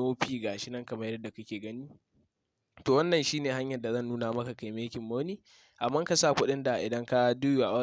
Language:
Hausa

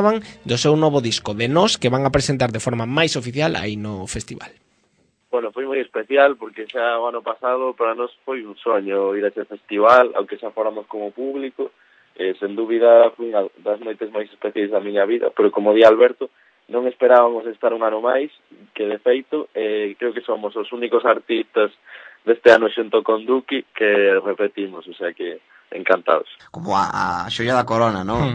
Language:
Galician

